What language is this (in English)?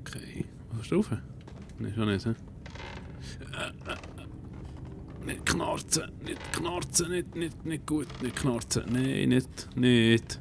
Swiss German